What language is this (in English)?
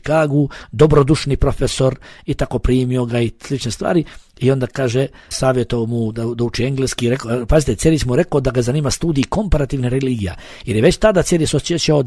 Bosnian